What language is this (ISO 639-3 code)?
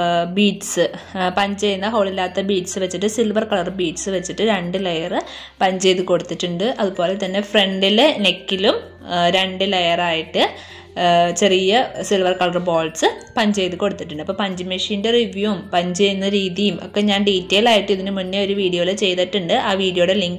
mal